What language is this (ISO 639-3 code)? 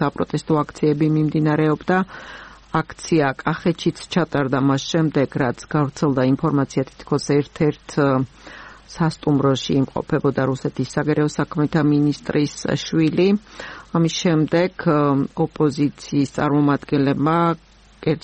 kat